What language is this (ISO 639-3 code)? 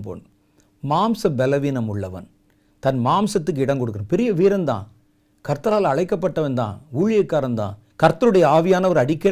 tam